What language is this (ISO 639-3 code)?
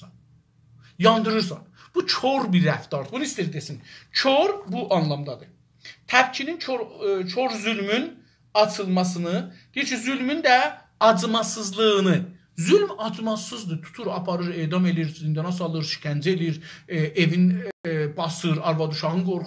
azb